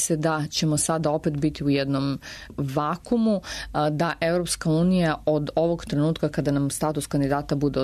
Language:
Serbian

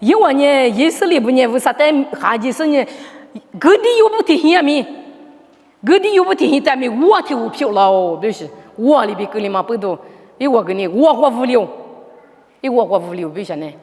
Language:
Lisu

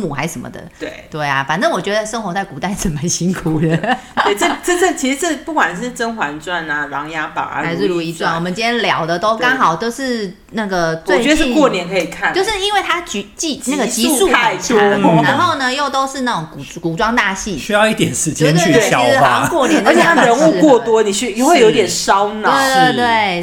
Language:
Chinese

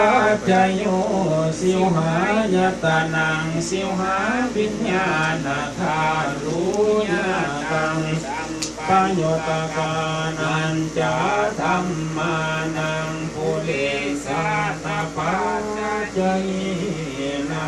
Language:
Pali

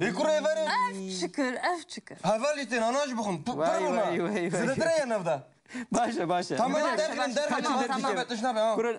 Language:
Kurdish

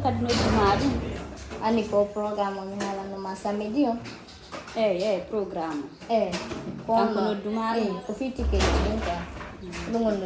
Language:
Fula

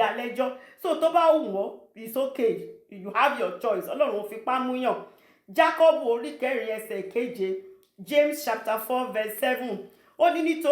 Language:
Yoruba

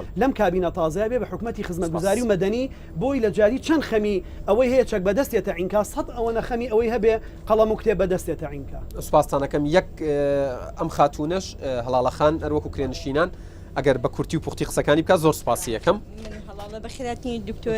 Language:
Central Kurdish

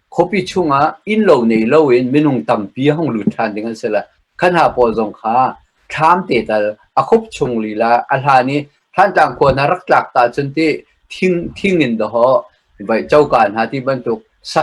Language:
Hakha Chin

